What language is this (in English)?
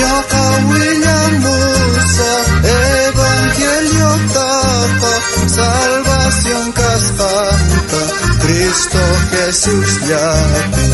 South Bolivian Quechua